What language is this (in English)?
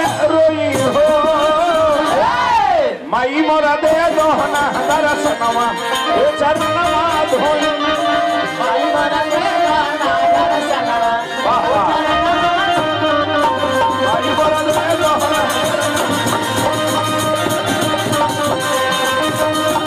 Bhojpuri